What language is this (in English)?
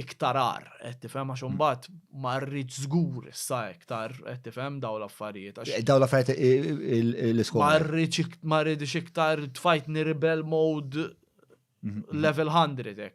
Maltese